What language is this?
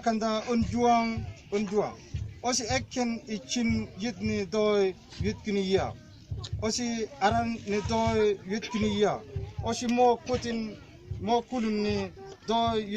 Mabaan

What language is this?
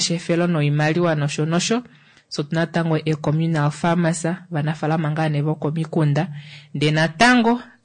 Kuanyama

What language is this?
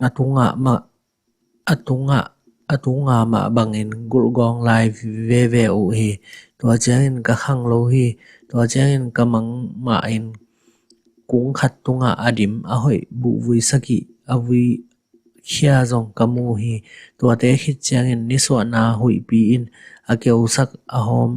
Tedim Chin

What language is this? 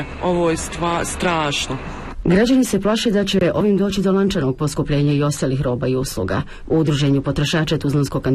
Bosnian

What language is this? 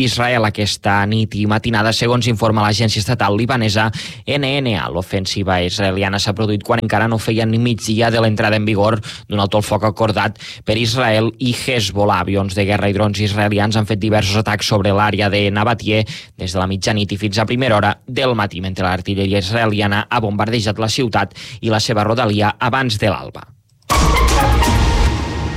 Catalan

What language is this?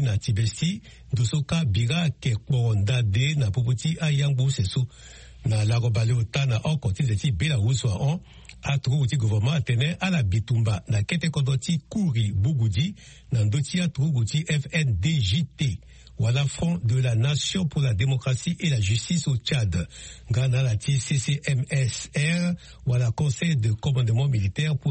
Sango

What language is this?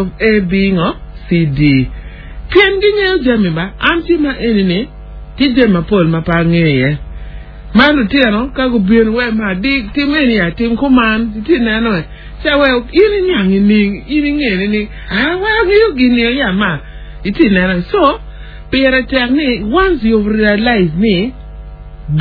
Acoli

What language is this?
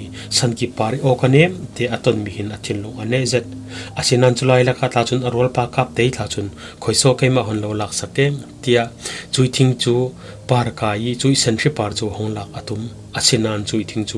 Falam Chin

